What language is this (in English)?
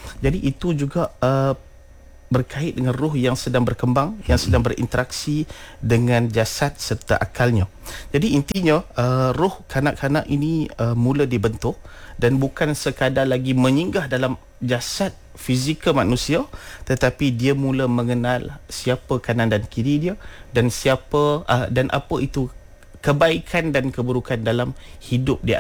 Malay